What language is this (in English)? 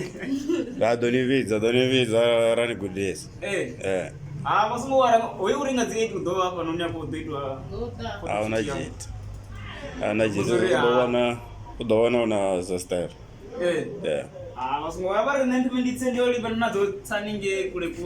Venda